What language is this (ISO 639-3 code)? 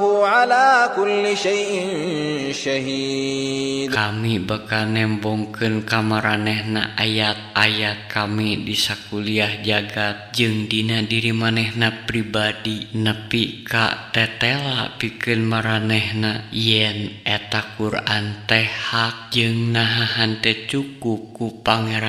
sun